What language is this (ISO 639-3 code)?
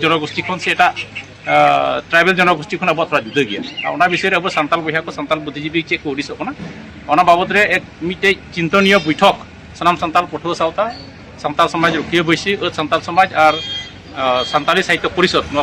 sat